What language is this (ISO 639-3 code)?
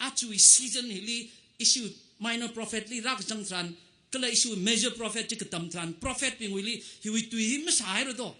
nmf